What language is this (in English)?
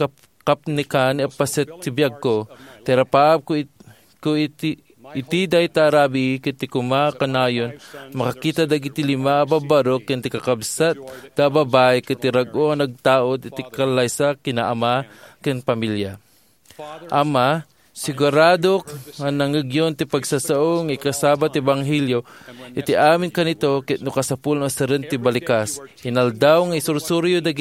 Iloko